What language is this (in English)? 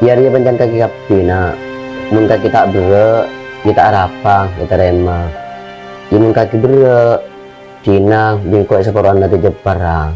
Madurese